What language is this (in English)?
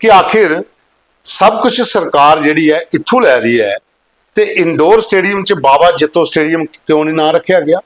Dogri